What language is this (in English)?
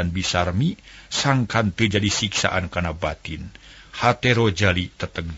Sundanese